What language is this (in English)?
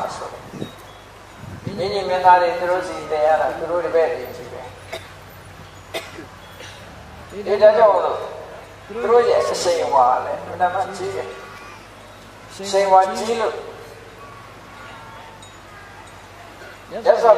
Burmese